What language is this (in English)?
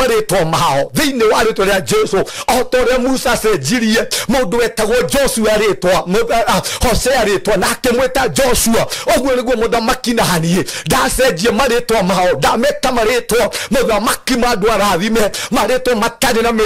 Kikuyu